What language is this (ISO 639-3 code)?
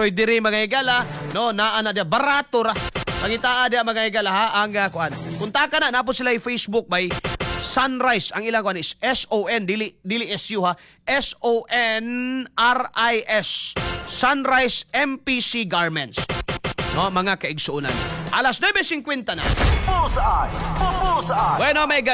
ceb